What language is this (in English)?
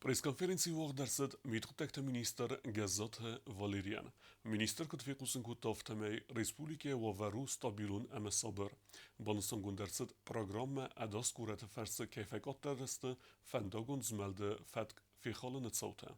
Ossetic